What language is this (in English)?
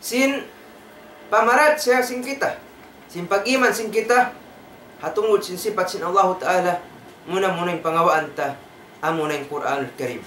Tausug